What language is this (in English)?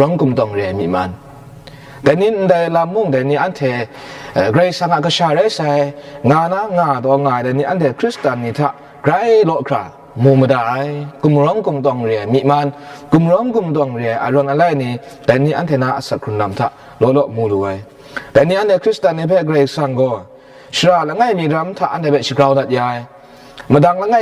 Kachin